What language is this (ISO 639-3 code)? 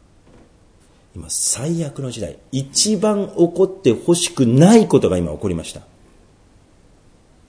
jpn